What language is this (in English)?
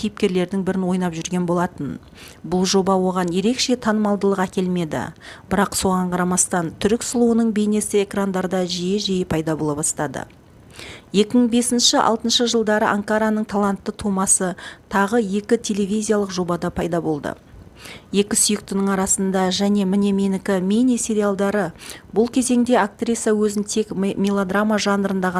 Kazakh